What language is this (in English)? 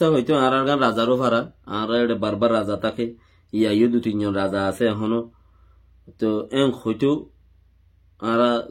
Rohingya